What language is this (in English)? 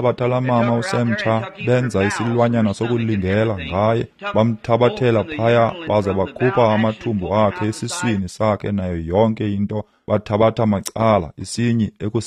Xhosa